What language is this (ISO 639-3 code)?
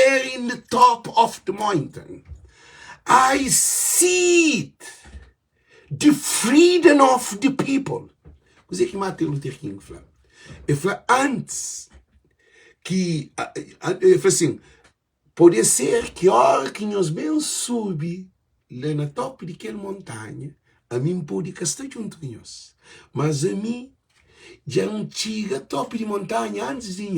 kea